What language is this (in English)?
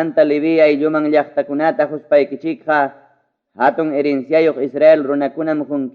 Ayacucho Quechua